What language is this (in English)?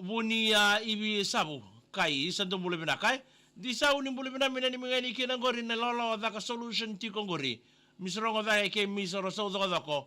Fijian